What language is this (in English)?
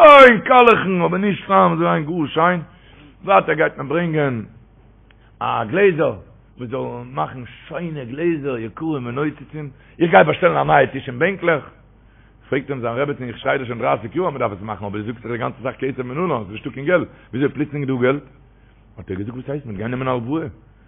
Yiddish